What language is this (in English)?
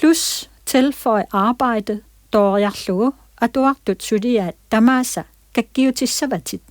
Kalaallisut